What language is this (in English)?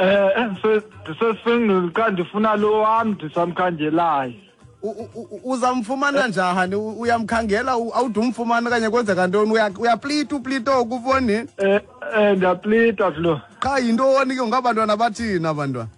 Xhosa